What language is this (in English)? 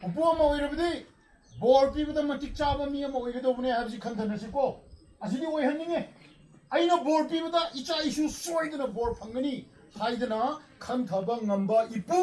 Manipuri